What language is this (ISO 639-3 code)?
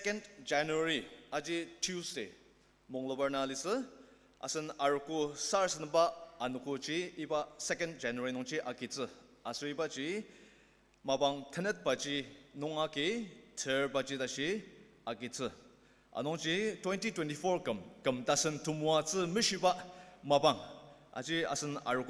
njo